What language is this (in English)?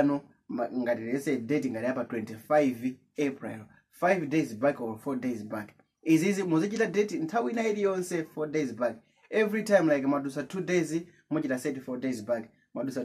Nyanja